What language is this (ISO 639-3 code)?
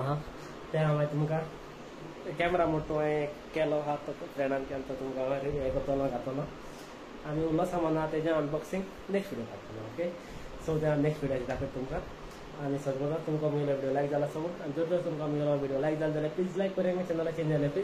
kok